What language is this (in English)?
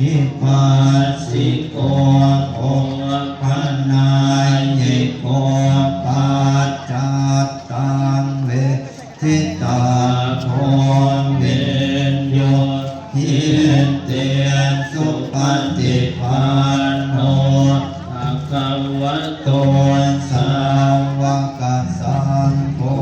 Pali